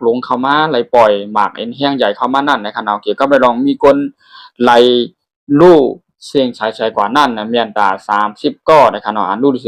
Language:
Shan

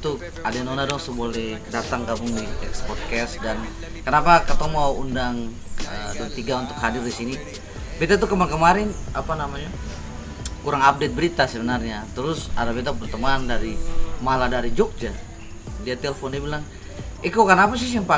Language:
Ambonese Malay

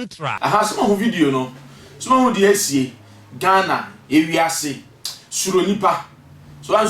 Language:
Akan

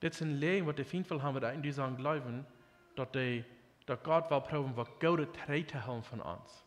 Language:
Plautdietsch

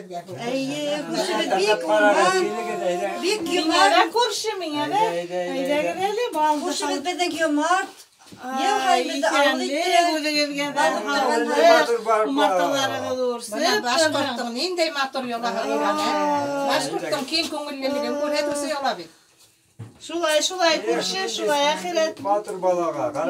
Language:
Bashkir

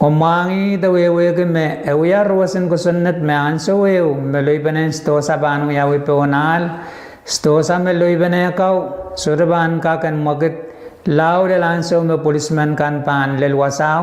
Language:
Pohnpeian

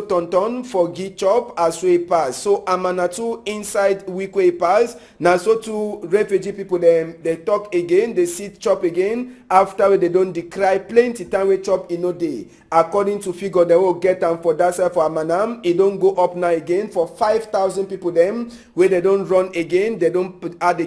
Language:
Cameroon Pidgin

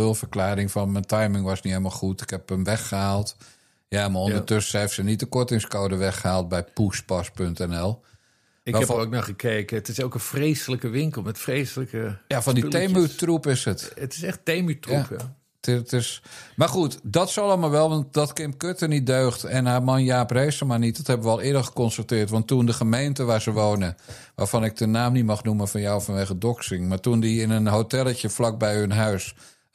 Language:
Dutch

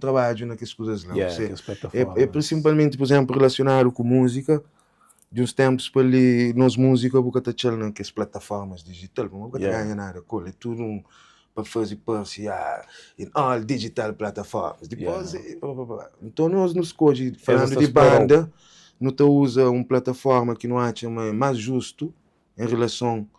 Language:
Kabuverdianu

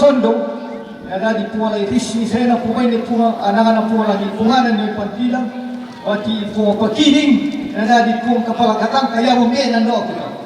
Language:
Toraja-Sa'dan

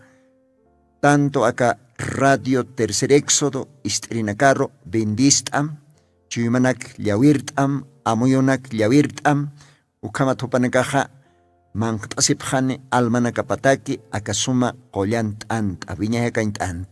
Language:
Aymara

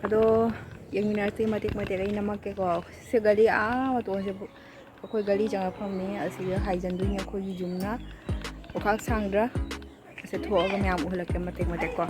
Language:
Manipuri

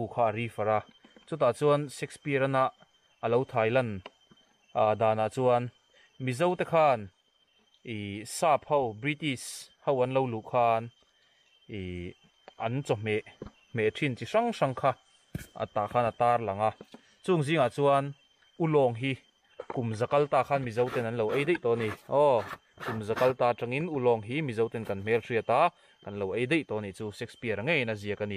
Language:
Mizo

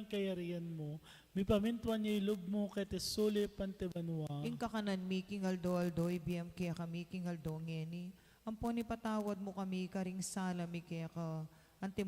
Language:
Pampanga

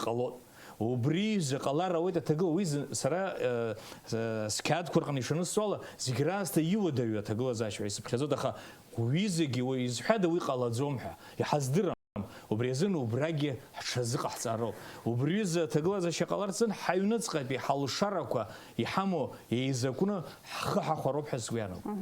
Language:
Abkhazian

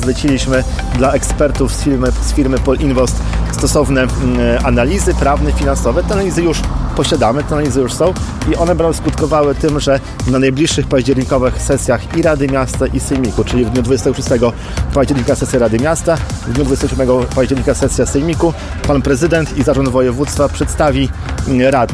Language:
Polish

